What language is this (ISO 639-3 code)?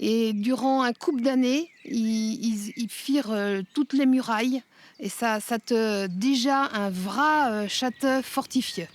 bre